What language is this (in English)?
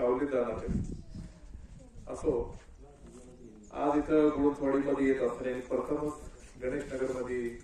Marathi